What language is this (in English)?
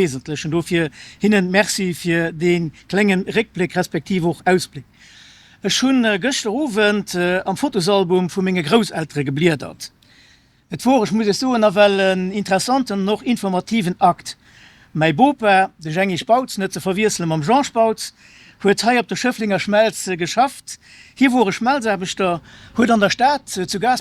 Luxembourgish